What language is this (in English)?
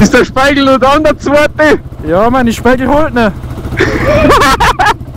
Bavarian